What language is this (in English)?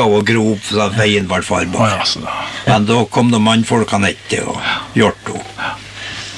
Norwegian